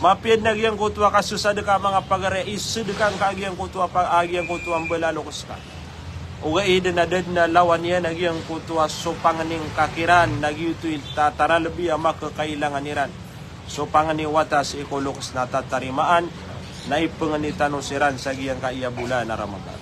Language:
Maranao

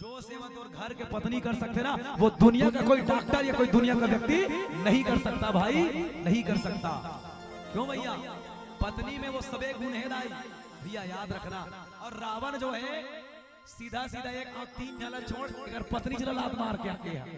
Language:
Chhattisgarhi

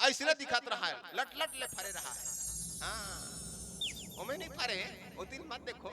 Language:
Chhattisgarhi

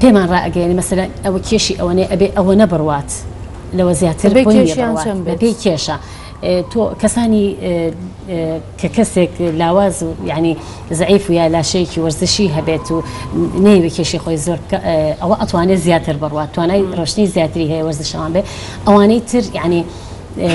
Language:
Central Kurdish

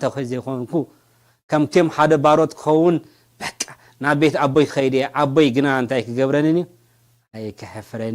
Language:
Tigrinya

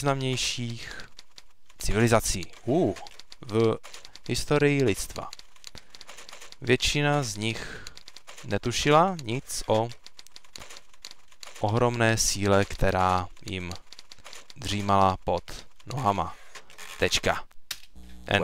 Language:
Czech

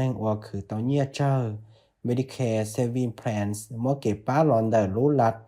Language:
Hmong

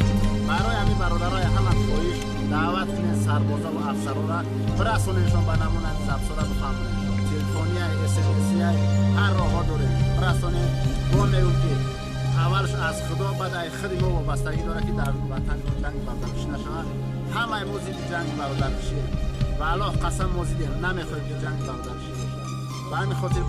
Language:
Tajik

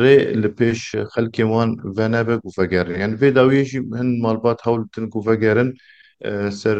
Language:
Kurdish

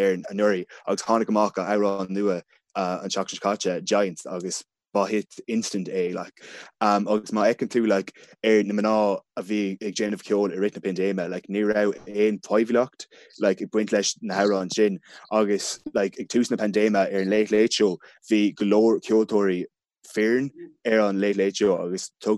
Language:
Irish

